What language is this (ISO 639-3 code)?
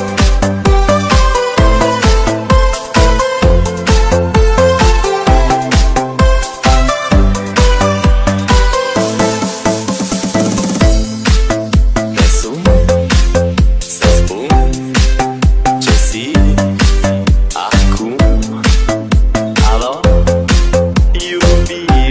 ron